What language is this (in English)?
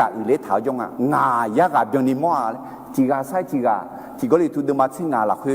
Akha